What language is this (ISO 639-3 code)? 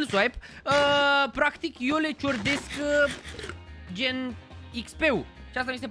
ron